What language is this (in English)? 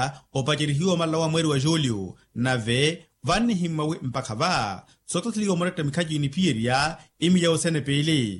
Makhuwa